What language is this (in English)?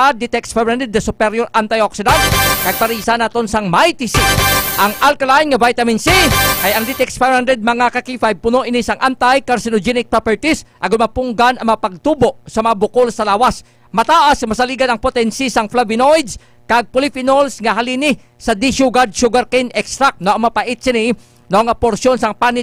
Hiligaynon